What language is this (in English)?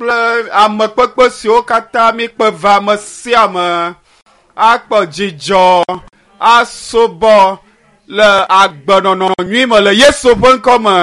Ewe